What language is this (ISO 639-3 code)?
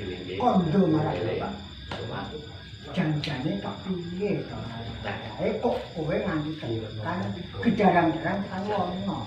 jav